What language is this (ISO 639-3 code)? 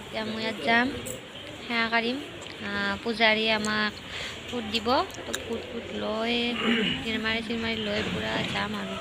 asm